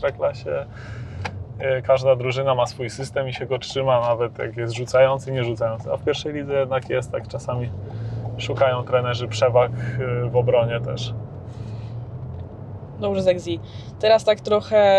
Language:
Polish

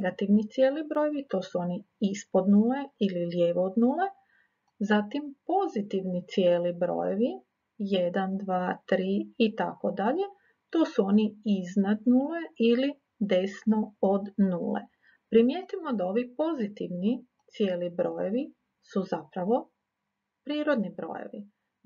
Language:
Croatian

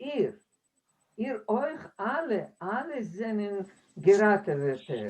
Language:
Yiddish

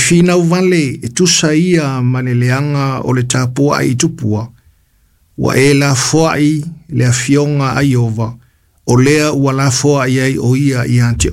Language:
Samoan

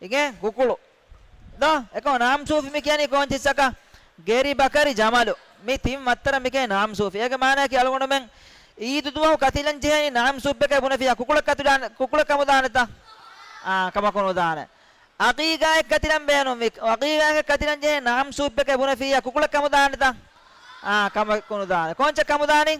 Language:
Divehi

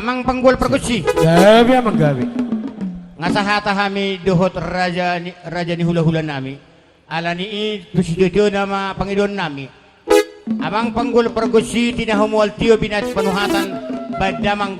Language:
Batak Toba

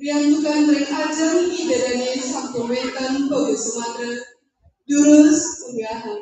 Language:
Balinese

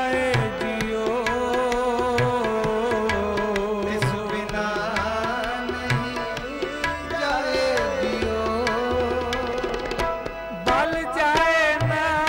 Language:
Punjabi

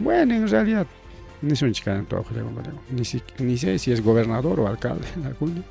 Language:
Ayacucho Quechua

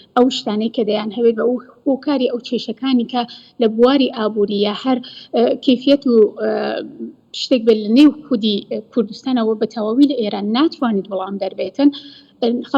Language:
Central Kurdish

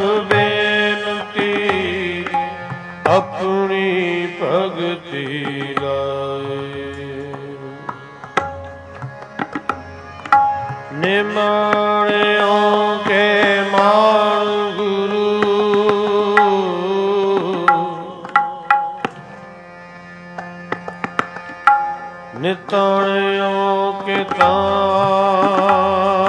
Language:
Punjabi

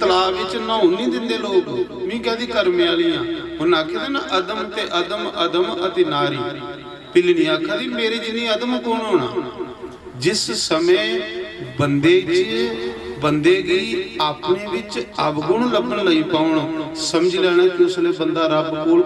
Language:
Dogri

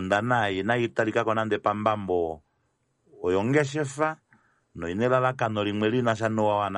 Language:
Kuanyama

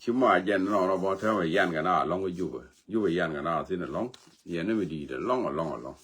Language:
Nuer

